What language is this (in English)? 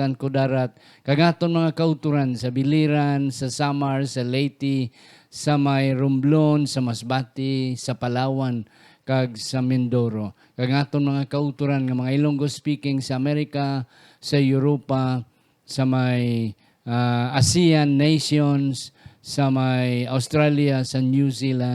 Hiligaynon